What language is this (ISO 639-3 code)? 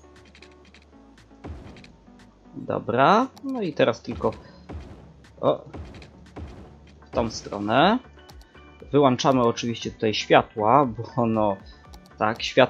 pol